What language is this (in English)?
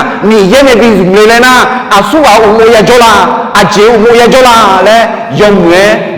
Akha